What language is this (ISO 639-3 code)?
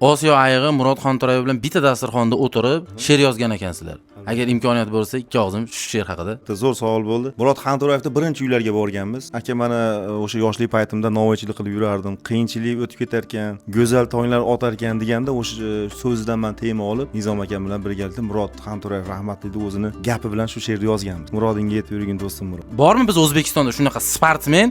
uzb